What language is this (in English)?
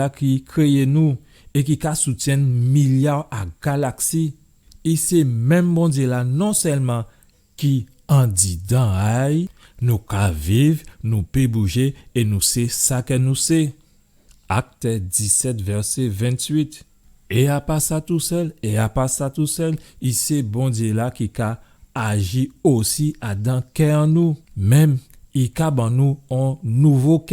Guadeloupean Creole French